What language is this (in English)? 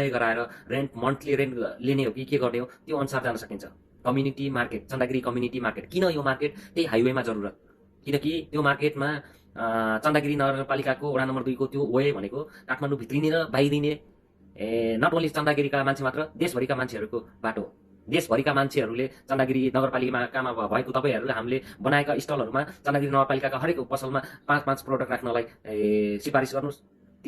Nepali